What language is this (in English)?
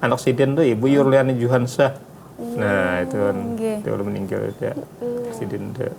Banjar